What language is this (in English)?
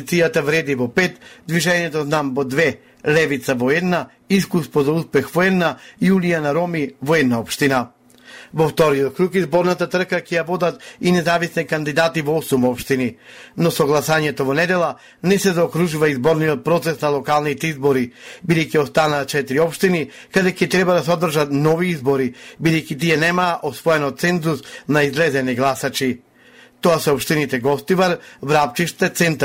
Macedonian